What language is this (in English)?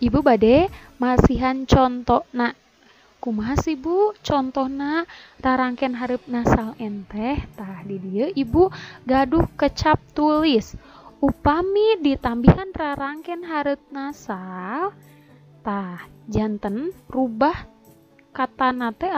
Sundanese